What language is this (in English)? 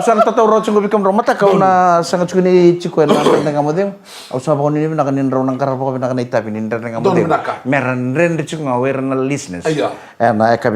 Fijian